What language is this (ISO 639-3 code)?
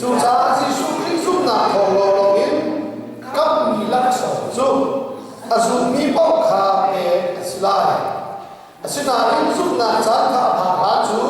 cnh